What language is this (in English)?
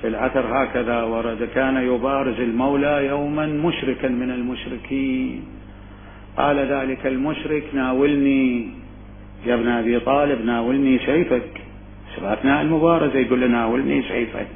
Mesopotamian Arabic